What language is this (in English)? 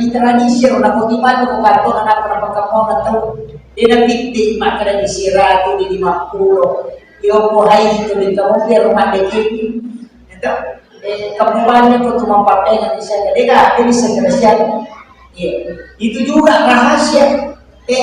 Buginese